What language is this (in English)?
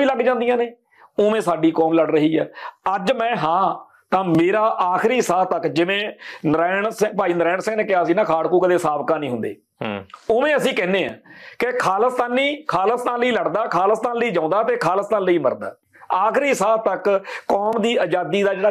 Punjabi